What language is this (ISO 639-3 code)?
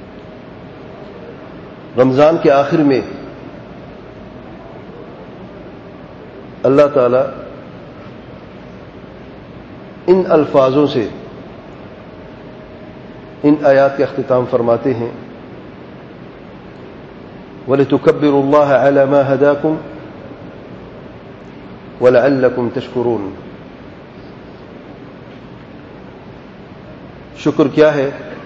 urd